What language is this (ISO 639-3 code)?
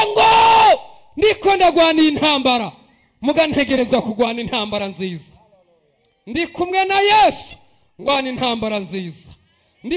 run